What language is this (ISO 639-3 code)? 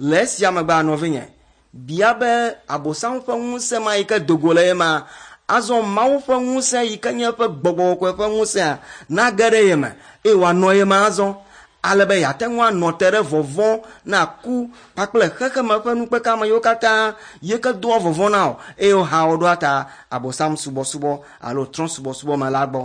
ewe